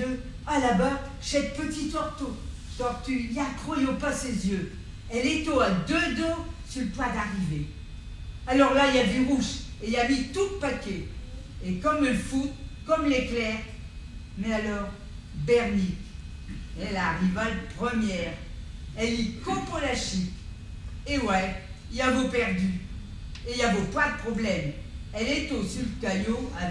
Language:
Picard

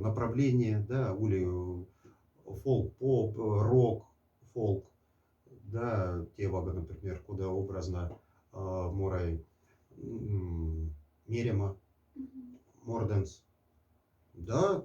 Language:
Moksha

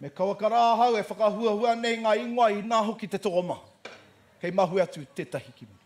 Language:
Māori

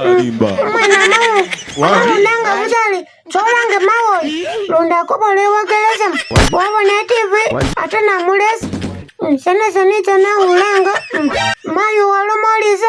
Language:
Masaaba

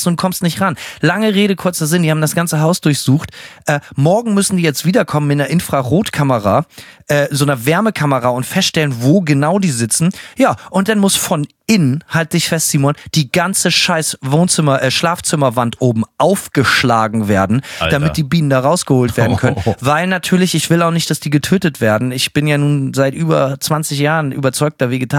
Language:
German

